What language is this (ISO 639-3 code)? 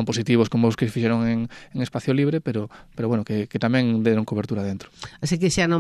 glg